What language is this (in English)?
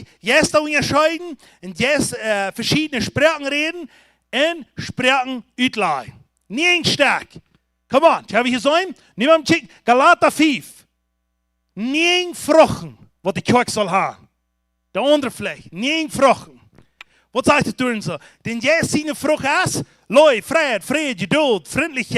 Plautdietsch